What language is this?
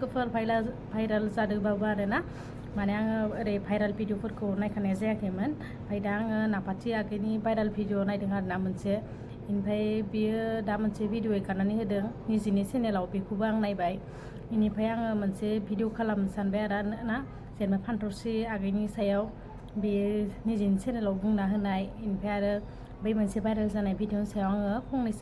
Bodo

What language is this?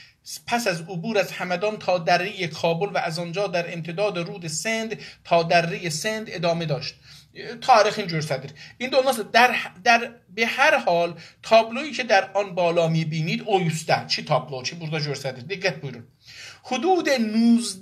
South Azerbaijani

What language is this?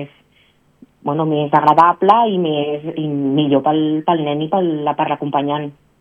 Catalan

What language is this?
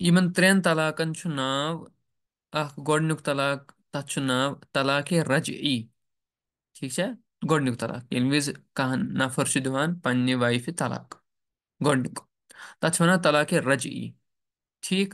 Kashmiri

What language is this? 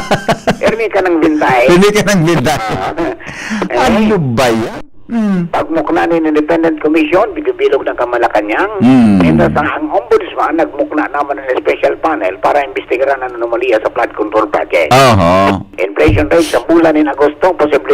Bikol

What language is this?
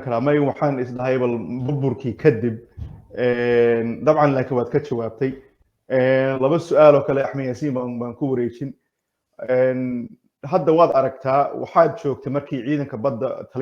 Somali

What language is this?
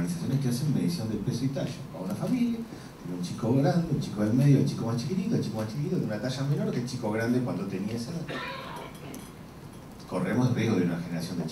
Spanish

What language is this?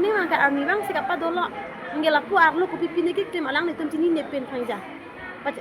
Karbi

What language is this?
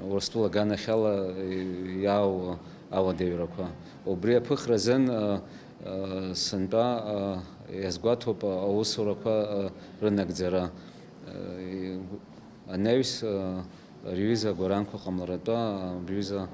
Abkhazian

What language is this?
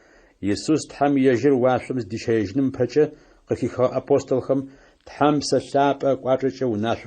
Adyghe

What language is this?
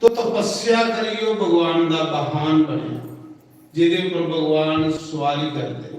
Dogri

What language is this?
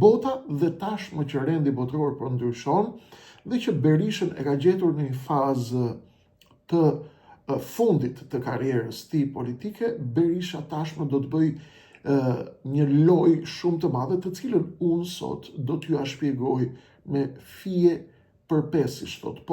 Albanian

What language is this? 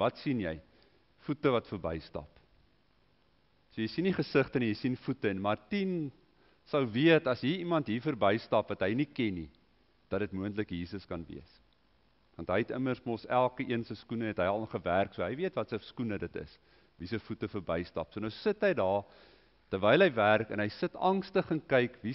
Afrikaans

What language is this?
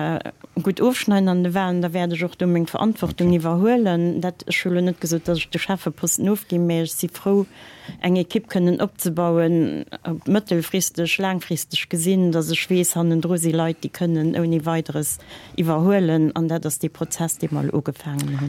Luxembourgish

